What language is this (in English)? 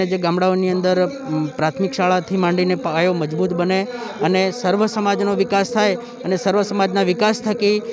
Gujarati